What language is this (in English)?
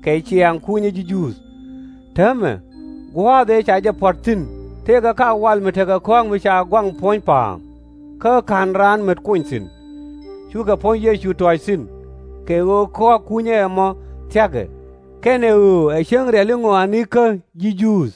Nuer